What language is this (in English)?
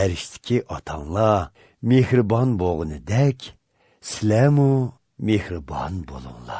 Uyghur